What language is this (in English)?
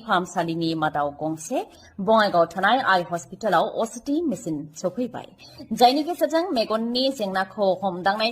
Bodo